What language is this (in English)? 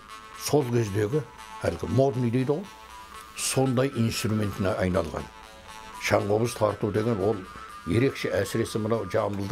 Kazakh